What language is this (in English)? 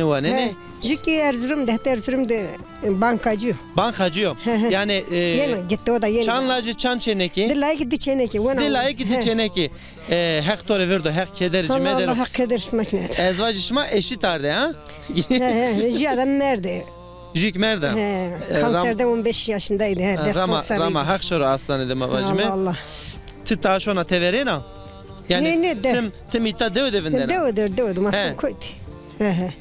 Zaza